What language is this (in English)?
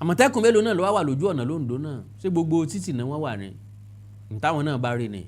Yoruba